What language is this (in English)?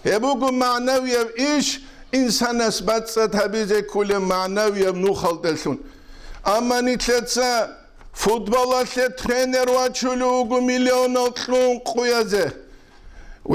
Avaric